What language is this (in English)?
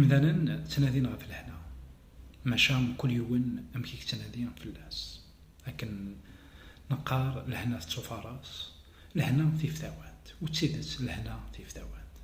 Kabyle